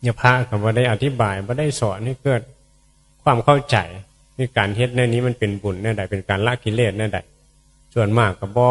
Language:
Northeastern Thai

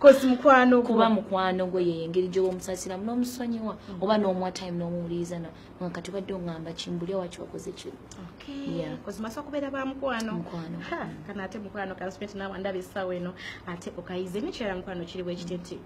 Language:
Ganda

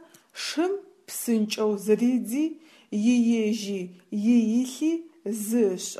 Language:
Adyghe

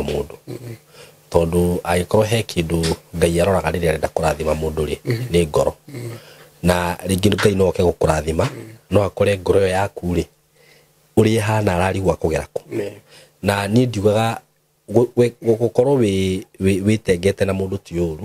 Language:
Kikuyu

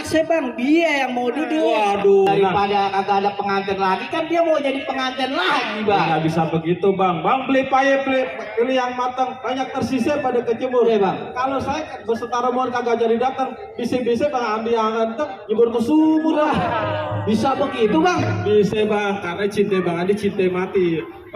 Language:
Betawi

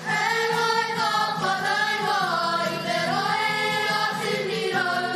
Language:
Māori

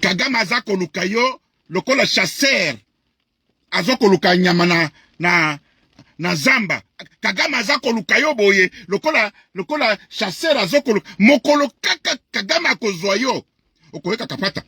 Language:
Lingala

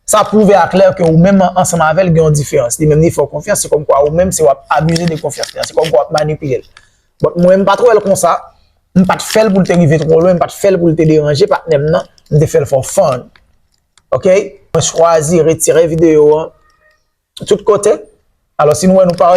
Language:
Haitian Creole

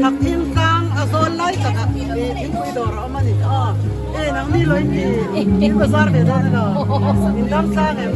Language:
Mizo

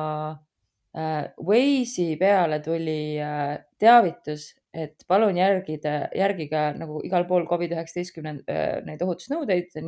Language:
Estonian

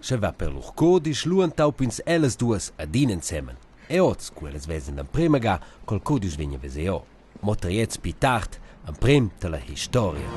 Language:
Romansh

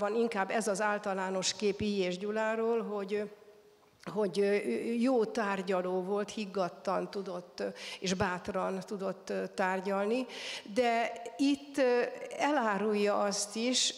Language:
Hungarian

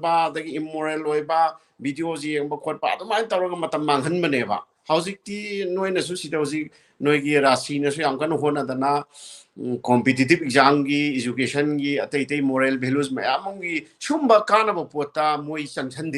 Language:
Manipuri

